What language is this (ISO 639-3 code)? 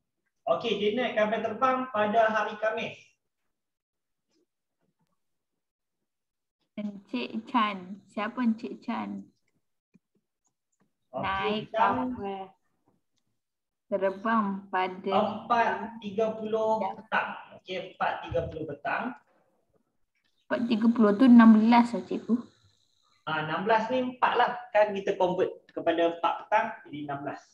msa